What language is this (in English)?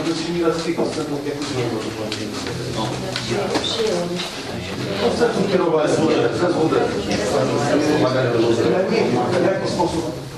Polish